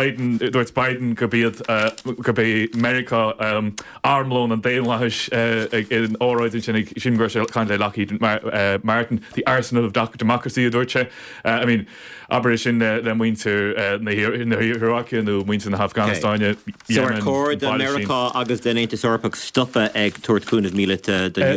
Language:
Irish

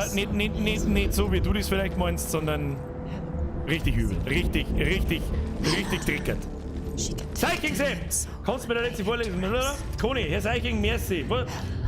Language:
Bavarian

